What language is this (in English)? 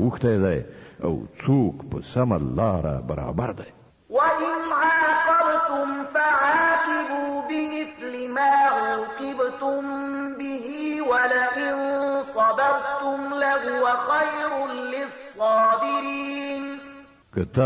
Pashto